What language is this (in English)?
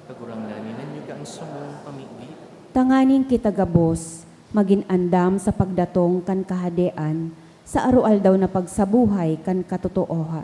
Bikol